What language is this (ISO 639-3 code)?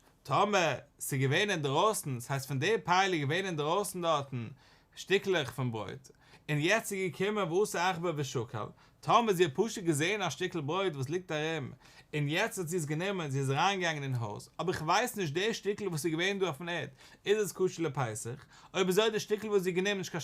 yid